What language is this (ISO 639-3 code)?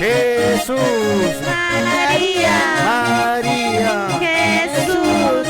que